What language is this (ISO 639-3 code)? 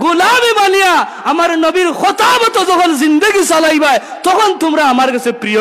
syl